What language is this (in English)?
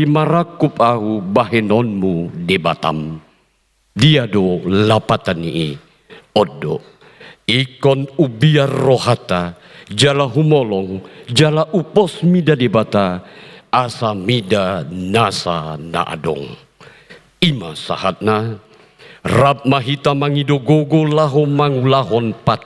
Batak Toba